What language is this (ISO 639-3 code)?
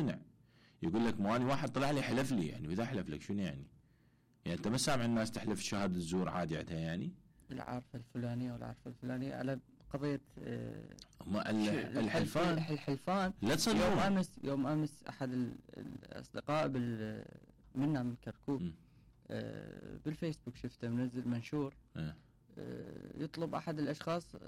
acm